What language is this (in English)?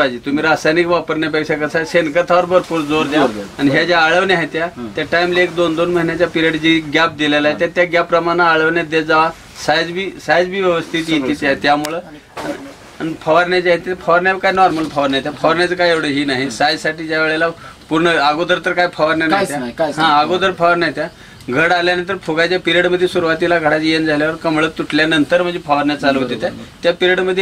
Marathi